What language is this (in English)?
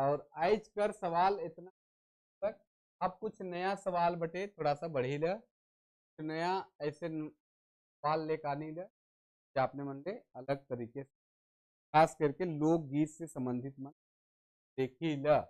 Sadri